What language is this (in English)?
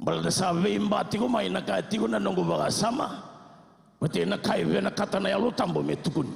Fijian